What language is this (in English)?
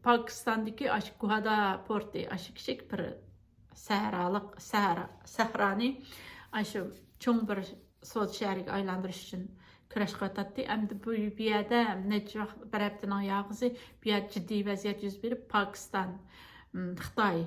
Uyghur